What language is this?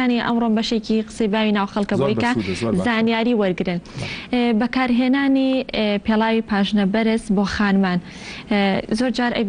Central Kurdish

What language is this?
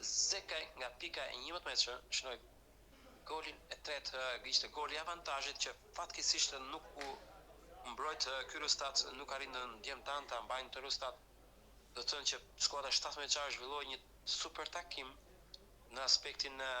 Albanian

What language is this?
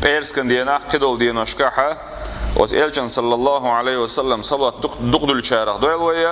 Chechen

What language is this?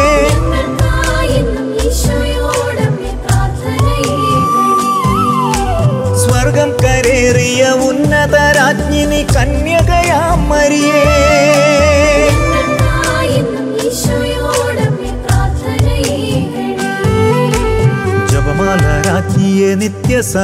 Malayalam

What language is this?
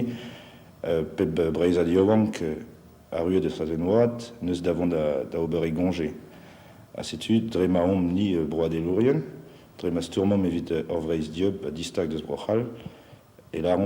Breton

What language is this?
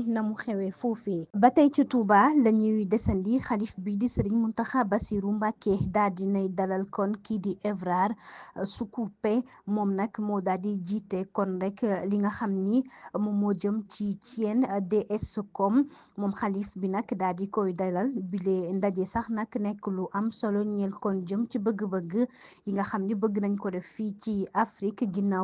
Wolof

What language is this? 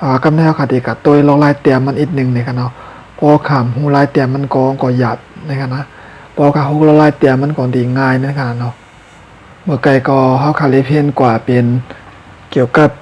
Shan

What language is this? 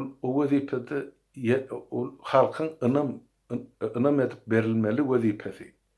Turkmen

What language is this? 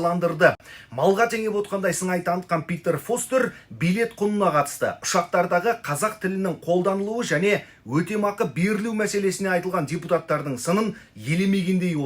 Kazakh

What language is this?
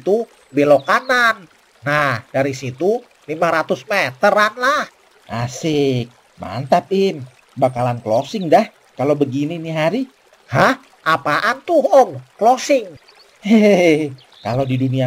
Betawi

